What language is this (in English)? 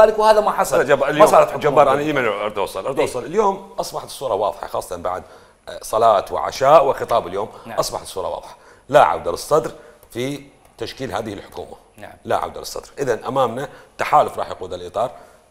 Mesopotamian Arabic